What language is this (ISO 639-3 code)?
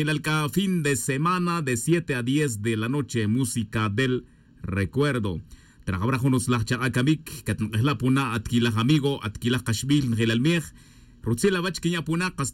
tzj